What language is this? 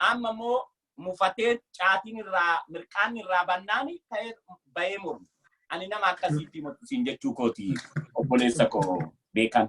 Oromo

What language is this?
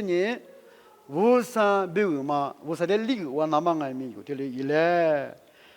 Lisu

